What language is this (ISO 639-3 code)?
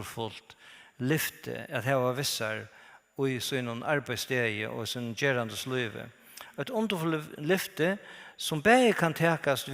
fao